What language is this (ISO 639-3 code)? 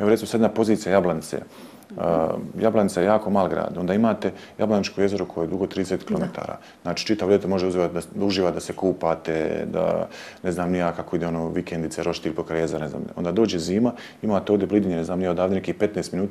bos